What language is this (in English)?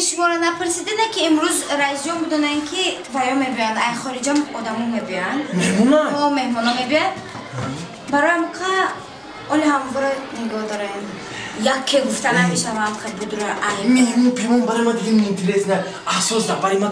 Tajik